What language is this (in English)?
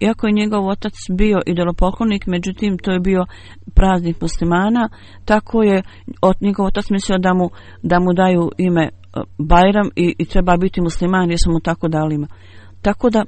Bosnian